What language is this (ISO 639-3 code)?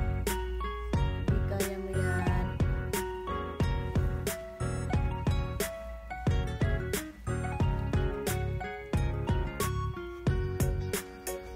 fil